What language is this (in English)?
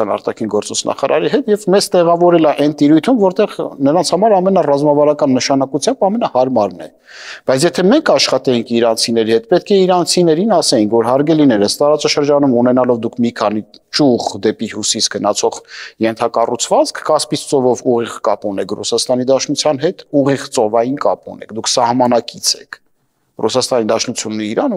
Armenian